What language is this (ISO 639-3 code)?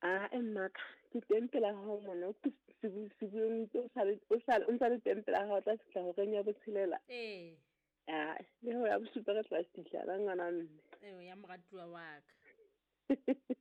sot